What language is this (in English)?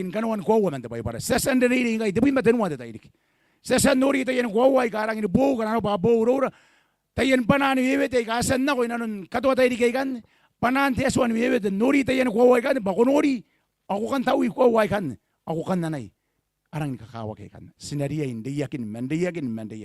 Gilbertese